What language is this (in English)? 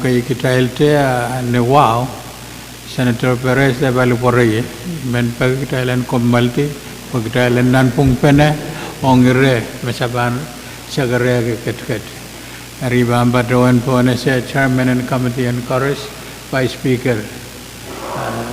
Pohnpeian